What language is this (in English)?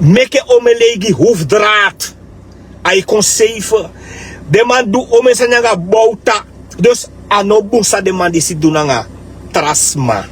Sranan Tongo